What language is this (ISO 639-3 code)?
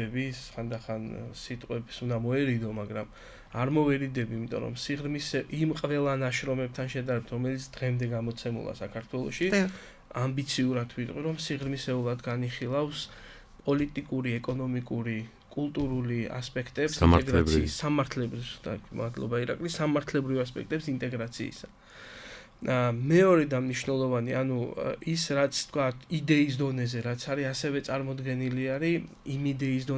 kat